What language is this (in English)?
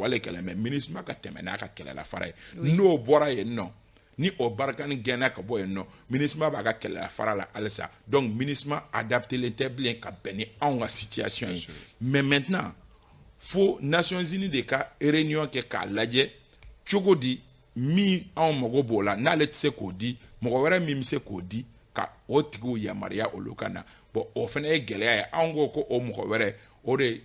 Bambara